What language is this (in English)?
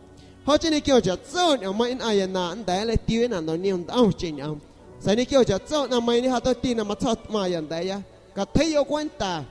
San Pedro Amuzgos Amuzgo